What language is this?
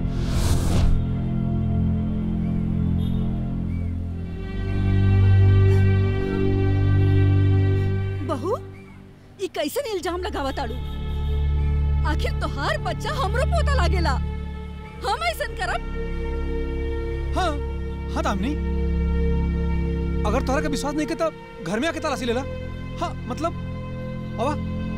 Bhojpuri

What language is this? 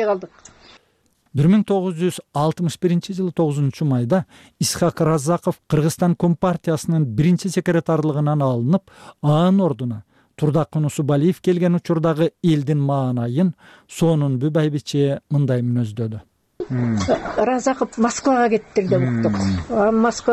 Kyrgyz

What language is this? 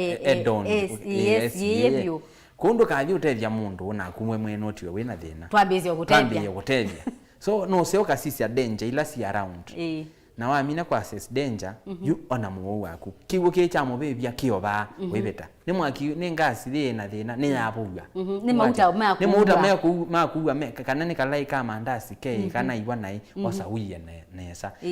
Kamba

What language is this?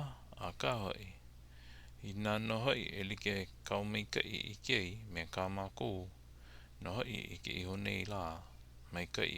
Hawaiian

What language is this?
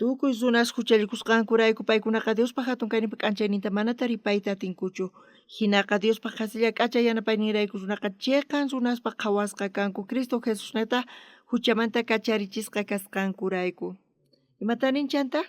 South Bolivian Quechua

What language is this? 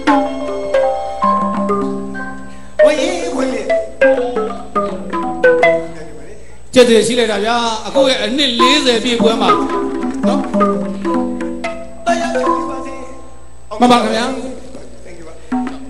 Burmese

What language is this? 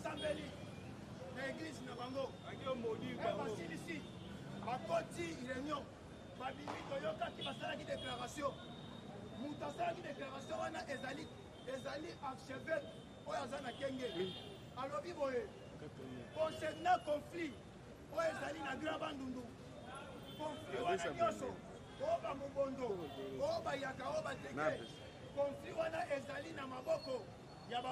Lingala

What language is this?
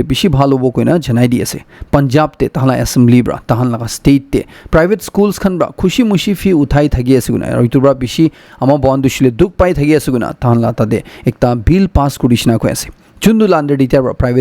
Naga Pidgin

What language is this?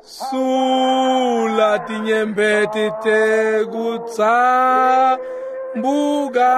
Swati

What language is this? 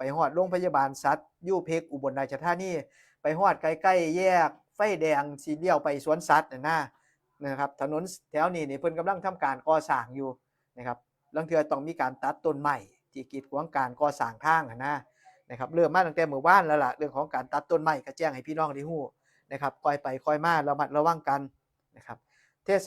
Northeastern Thai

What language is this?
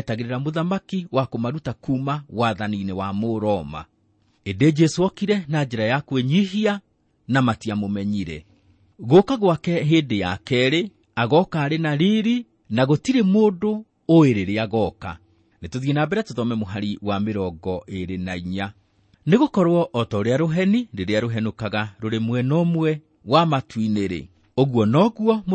Kikuyu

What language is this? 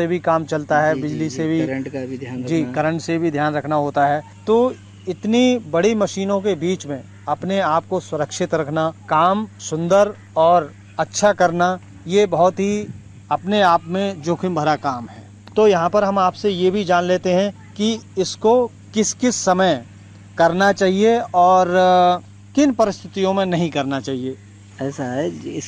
Hindi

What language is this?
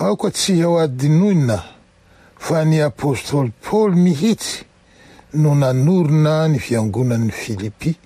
Malagasy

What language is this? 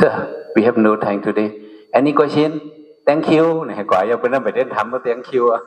Shan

